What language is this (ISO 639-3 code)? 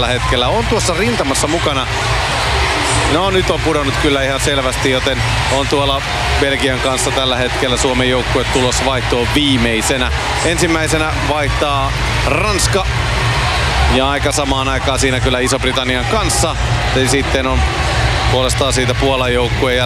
fin